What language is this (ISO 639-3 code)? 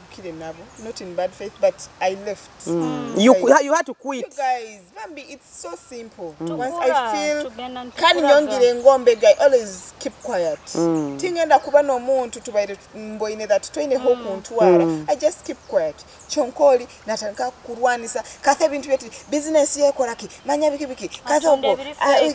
nyo